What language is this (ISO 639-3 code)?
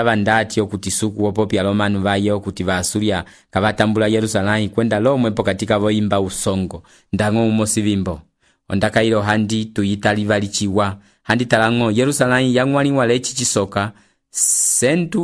umb